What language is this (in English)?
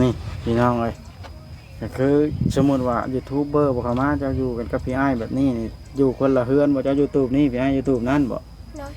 Northeastern Thai